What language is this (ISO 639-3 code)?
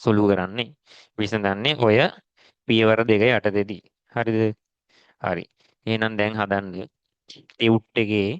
sin